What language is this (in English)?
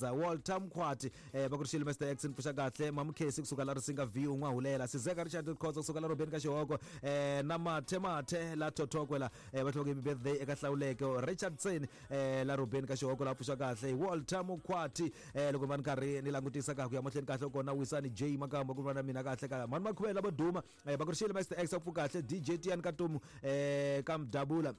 Tsonga